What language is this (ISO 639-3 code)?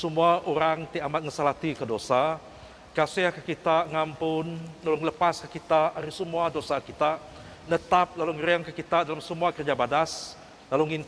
iba